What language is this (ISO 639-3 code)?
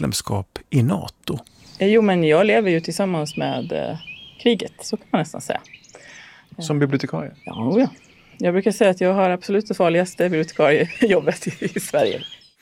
swe